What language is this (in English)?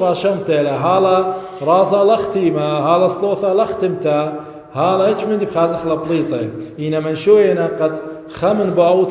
Assyrian Neo-Aramaic